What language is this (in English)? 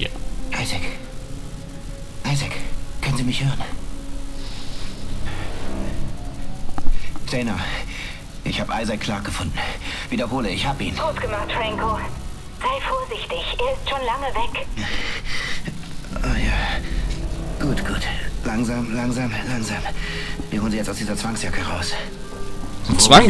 German